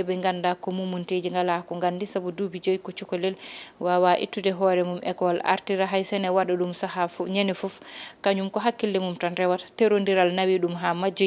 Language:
Fula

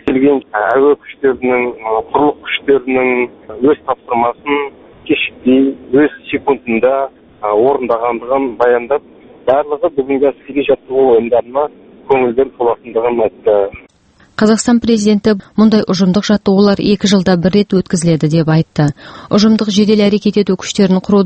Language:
Kazakh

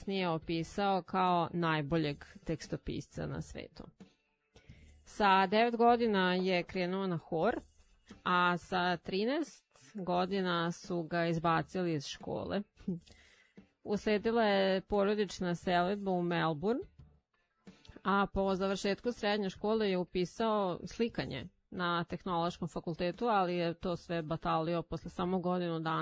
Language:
Serbian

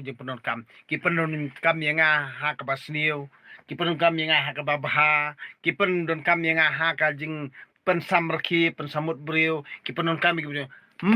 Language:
Khasi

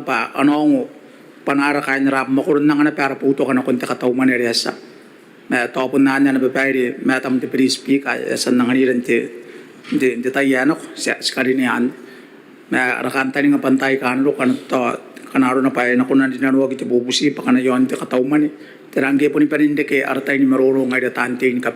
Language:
Gilbertese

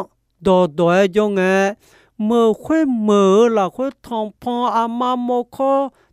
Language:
Akha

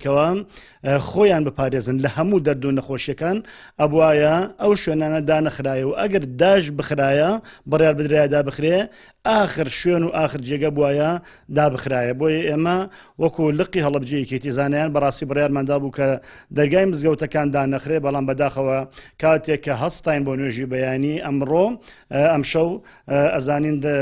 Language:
Central Kurdish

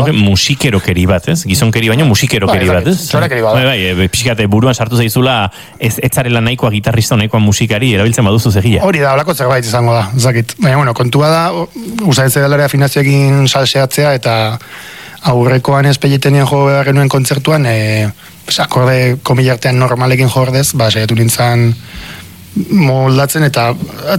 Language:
Basque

